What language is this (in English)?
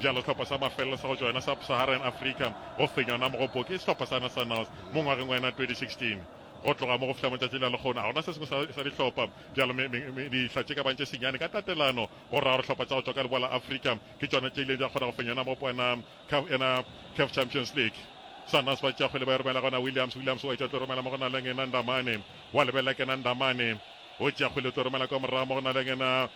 Northern Sotho